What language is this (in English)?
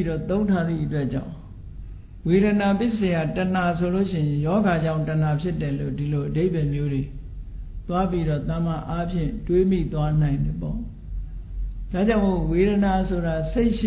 Burmese